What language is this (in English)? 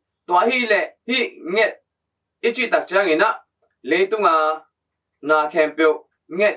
Tedim Chin